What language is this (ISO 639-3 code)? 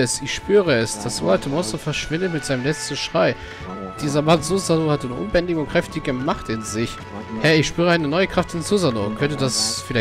deu